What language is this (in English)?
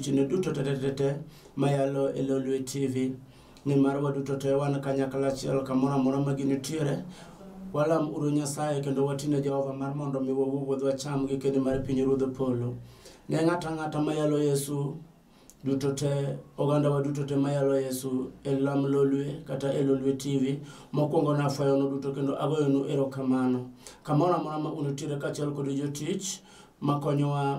Luo (Kenya and Tanzania)